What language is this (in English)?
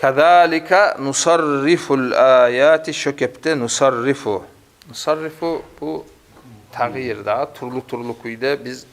Kumyk